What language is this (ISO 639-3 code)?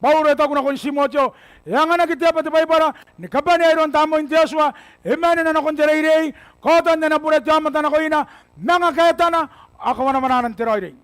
gil